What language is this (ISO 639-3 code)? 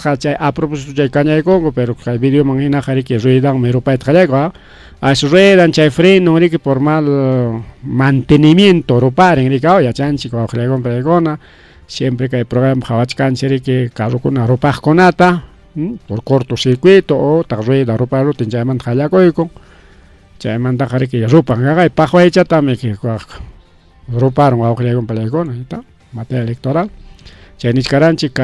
quy